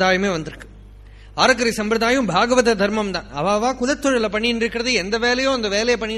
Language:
Tamil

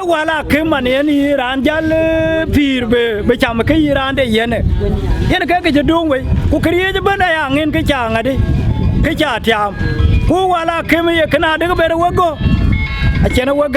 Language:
Dinka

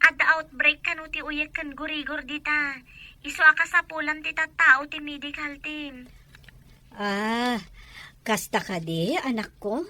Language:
Iloko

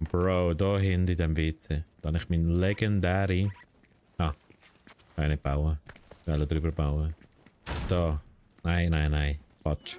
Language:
Swiss German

